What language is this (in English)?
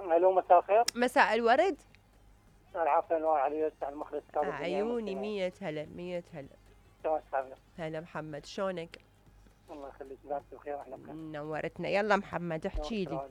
Mesopotamian Arabic